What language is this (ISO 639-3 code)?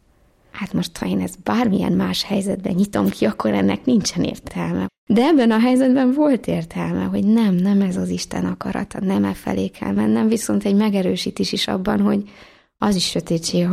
hun